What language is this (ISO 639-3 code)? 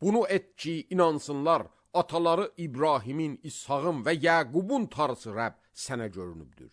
aze